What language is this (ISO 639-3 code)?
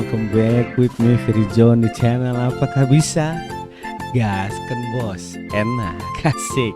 abs